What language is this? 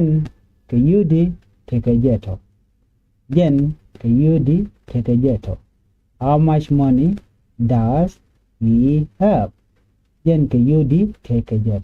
Nuer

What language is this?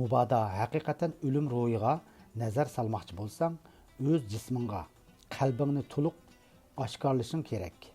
Uyghur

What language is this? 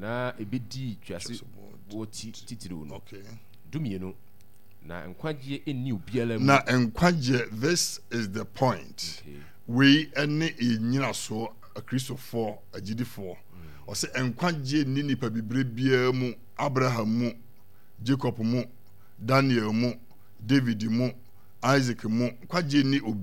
Akan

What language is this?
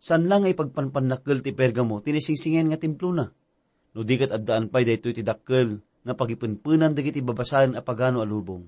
Iloko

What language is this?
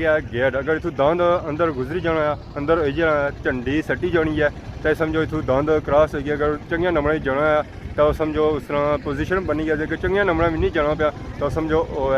Pahari-Potwari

